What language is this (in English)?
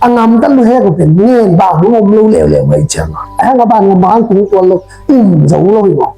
Tedim Chin